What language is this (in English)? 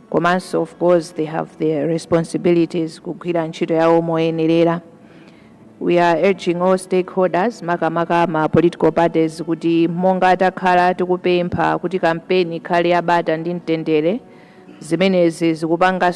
Nyanja